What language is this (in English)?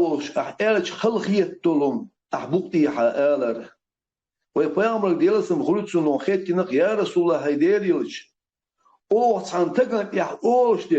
Chechen